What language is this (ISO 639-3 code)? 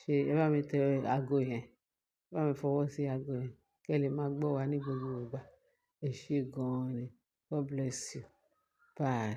yor